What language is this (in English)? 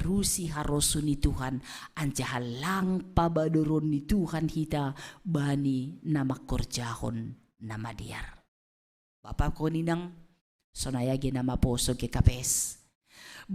Batak Simalungun